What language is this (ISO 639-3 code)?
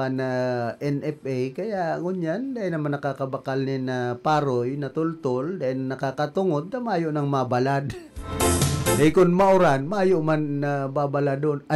bik